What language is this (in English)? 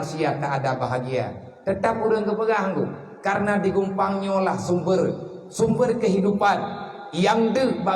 Achinese